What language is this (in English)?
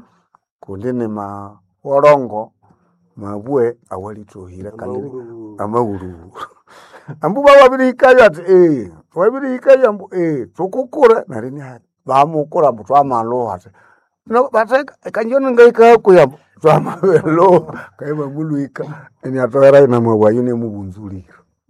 Nande